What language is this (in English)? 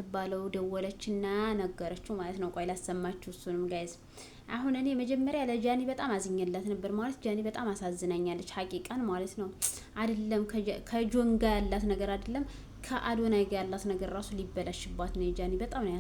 Amharic